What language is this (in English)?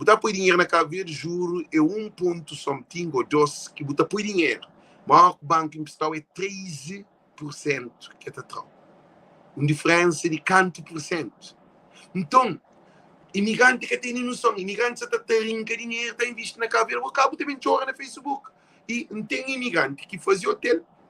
Kabuverdianu